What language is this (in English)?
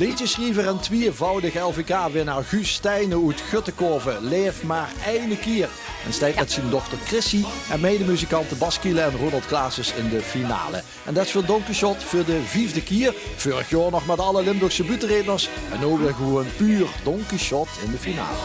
Limburgish